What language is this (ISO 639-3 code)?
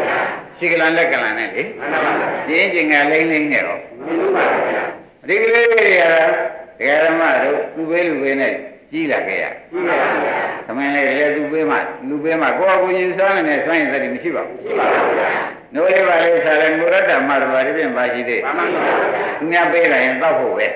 mya